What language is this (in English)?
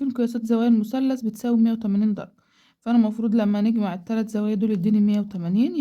Egyptian Arabic